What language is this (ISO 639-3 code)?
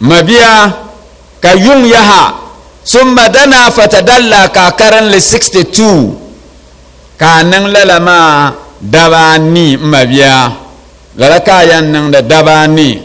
dag